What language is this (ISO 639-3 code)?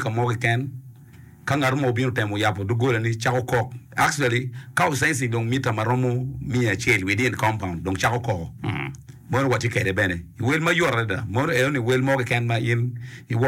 ach